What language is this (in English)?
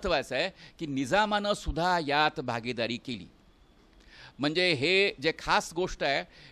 Marathi